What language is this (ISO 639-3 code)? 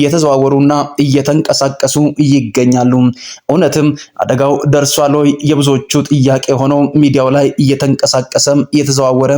amh